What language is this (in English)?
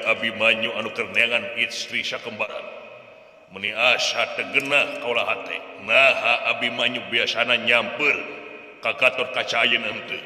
Sundanese